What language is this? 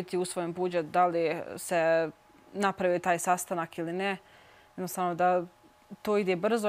Bosnian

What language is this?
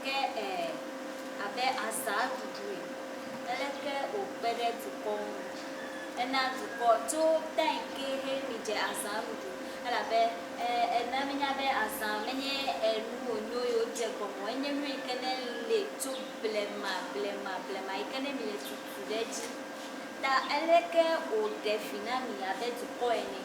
Ewe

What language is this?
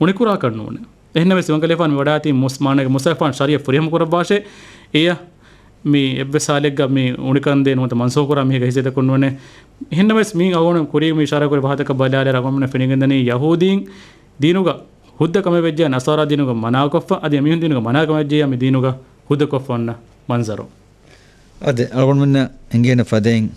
Divehi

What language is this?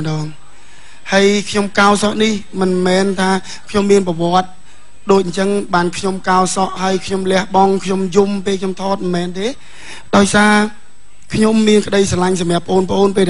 Khmer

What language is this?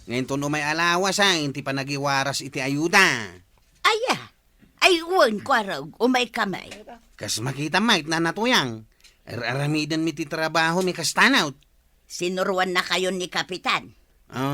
Iloko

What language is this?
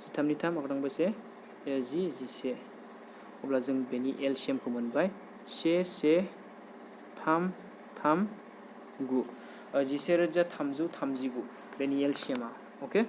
Bodo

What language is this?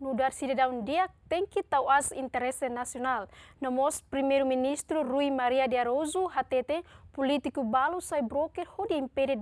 Tetum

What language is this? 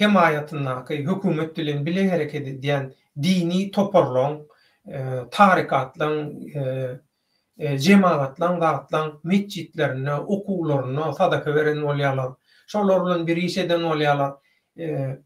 Turkmen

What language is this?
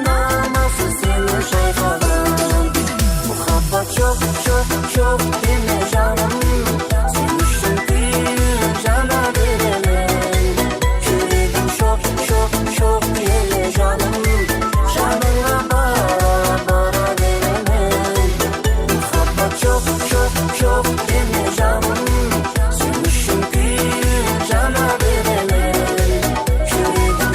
Kara-Kalpak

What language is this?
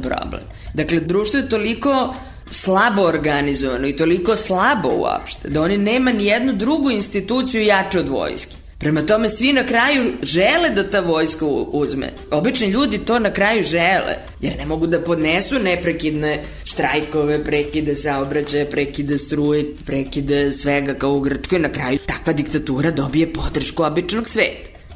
Serbian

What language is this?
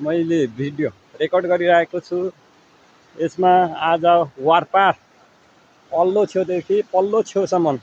Nepali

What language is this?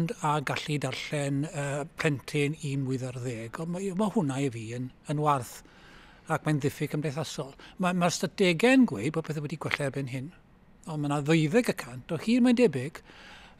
Welsh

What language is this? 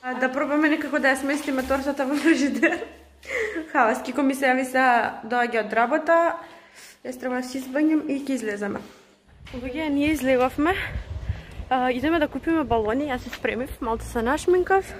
Macedonian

